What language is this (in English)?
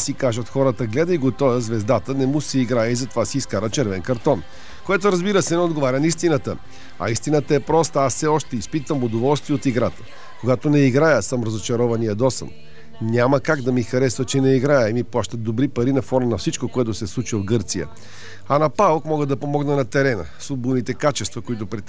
Bulgarian